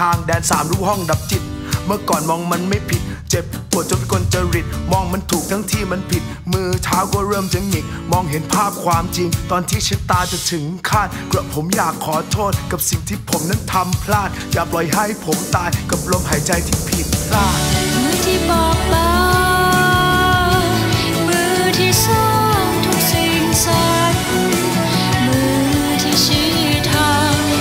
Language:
Thai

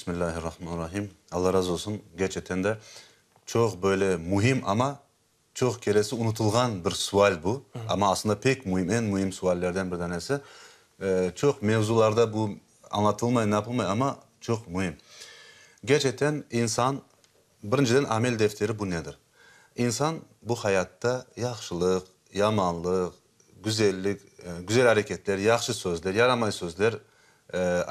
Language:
Crimean Tatar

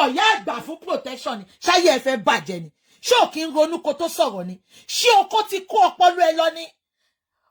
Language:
Yoruba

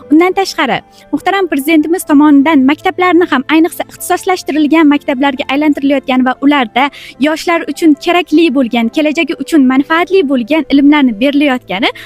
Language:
Uzbek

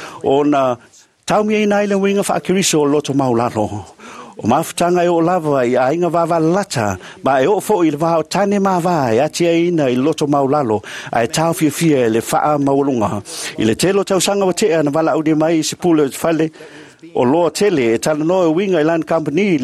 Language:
Samoan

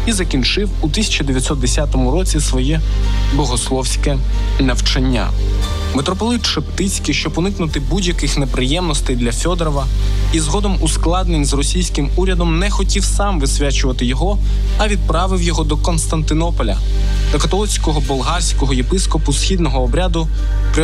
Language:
Ukrainian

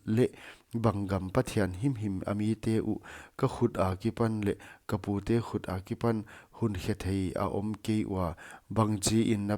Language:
Paite Chin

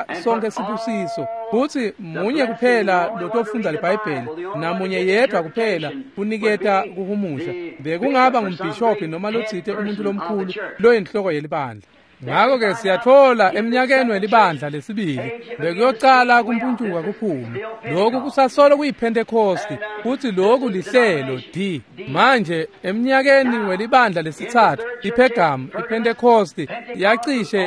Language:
Swati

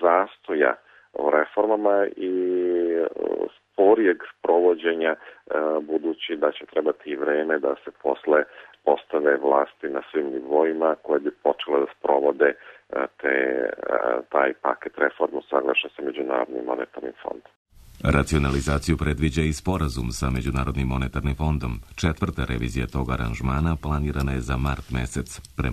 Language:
Serbian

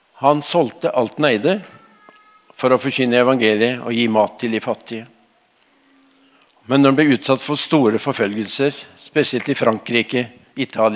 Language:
Norwegian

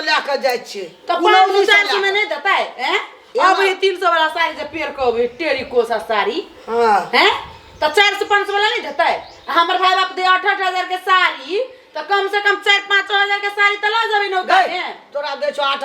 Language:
Maithili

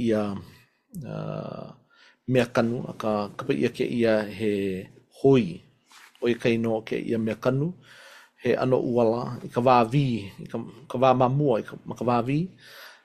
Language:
Hawaiian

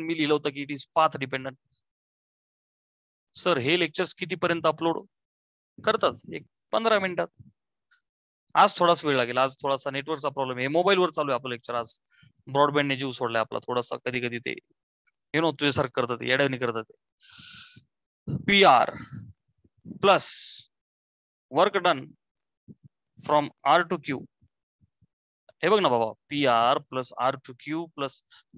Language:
Marathi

